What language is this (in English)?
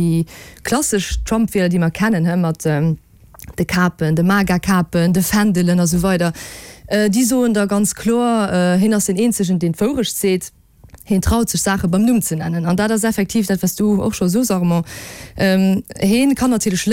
Luxembourgish